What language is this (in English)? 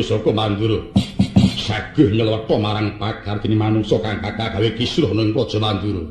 Javanese